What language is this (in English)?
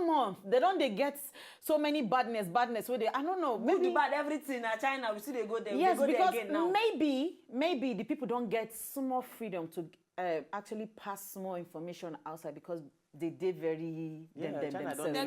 Nigerian Pidgin